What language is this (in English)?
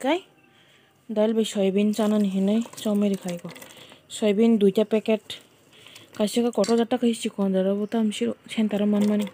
Kok Borok